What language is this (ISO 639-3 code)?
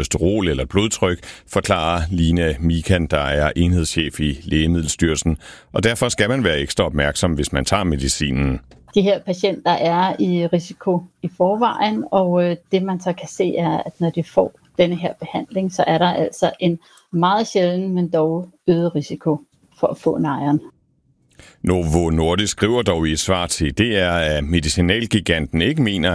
dan